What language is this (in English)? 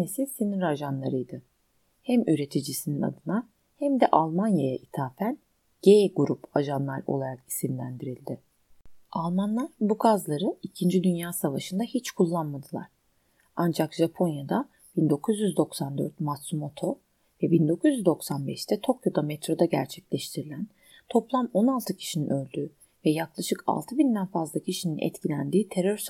Turkish